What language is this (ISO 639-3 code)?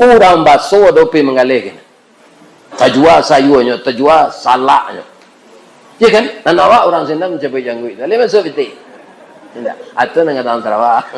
min